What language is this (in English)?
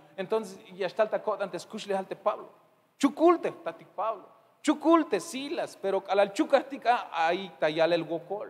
Tzeltal